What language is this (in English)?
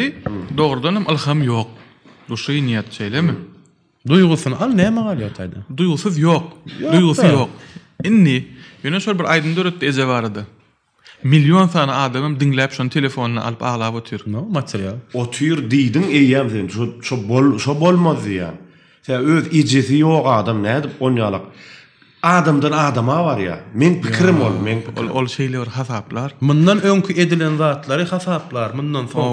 Turkmen